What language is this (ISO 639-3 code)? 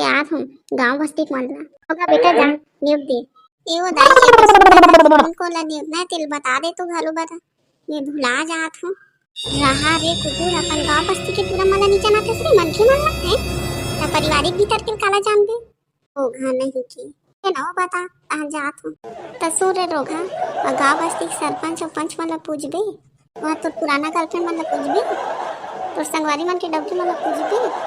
hne